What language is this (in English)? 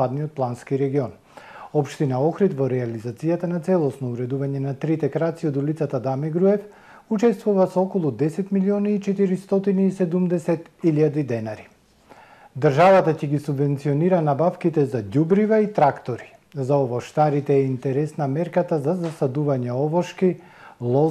Macedonian